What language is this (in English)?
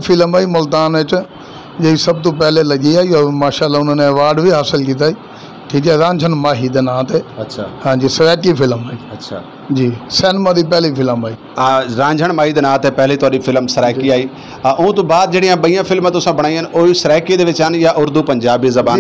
Saraiki